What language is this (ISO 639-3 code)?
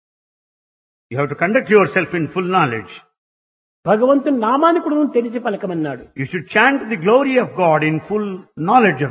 tel